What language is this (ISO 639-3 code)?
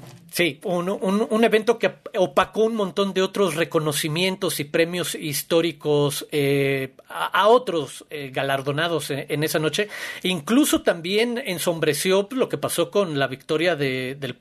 spa